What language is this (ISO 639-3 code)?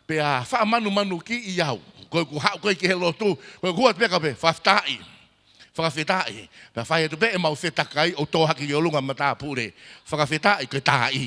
ton